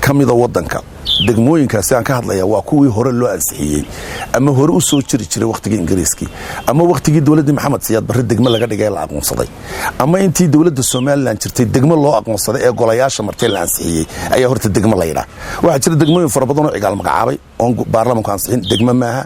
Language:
Somali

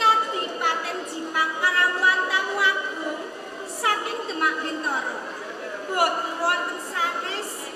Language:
Javanese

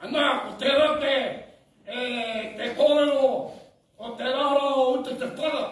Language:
Māori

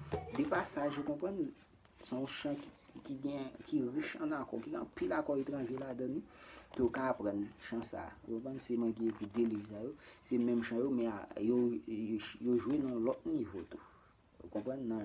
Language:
Haitian Creole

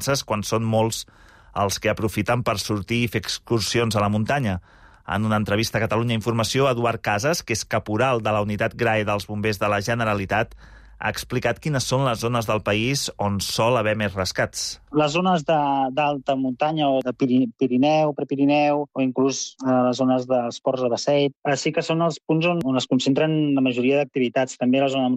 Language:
Catalan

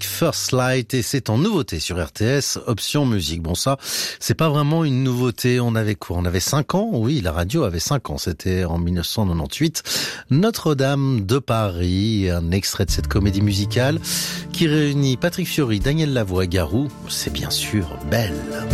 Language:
French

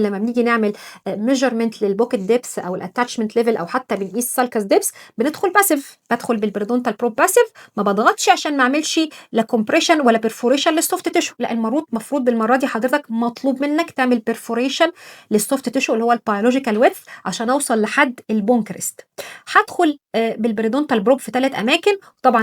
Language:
Egyptian Arabic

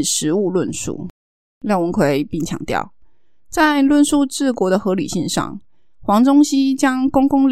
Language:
Chinese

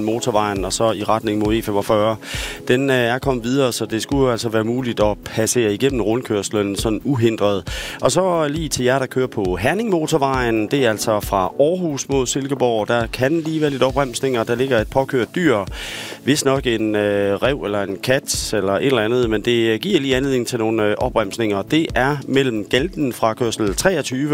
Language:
Danish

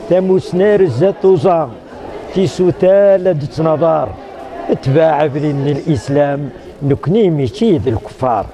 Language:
Kabyle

